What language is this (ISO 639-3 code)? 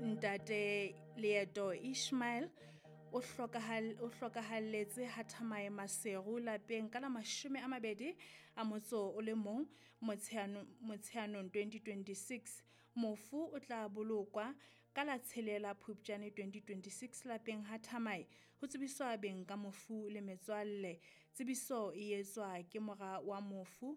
sot